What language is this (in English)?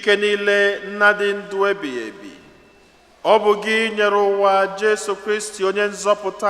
Igbo